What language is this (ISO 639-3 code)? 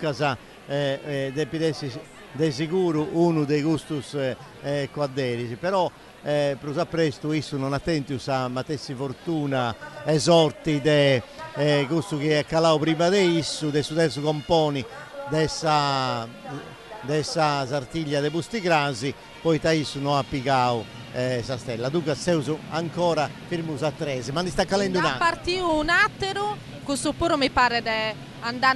srd